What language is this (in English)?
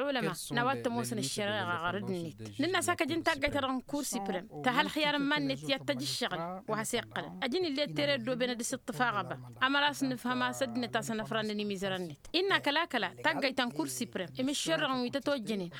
Tamasheq